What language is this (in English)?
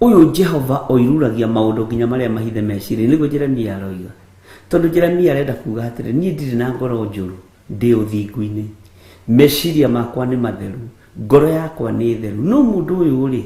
Kikuyu